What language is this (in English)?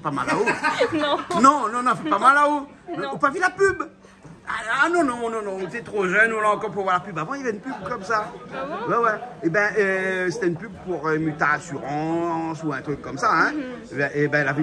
Réunion Creole French